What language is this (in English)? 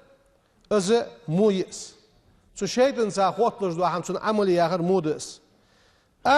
Ingush